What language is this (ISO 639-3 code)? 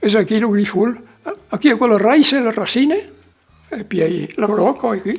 oci